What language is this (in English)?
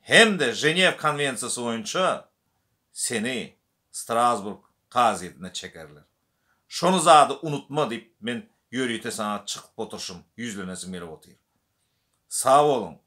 Turkmen